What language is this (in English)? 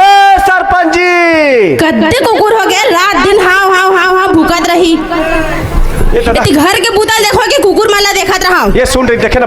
Chhattisgarhi